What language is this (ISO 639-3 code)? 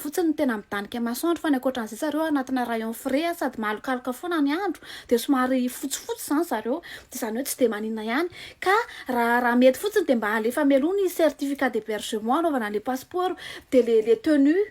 mlg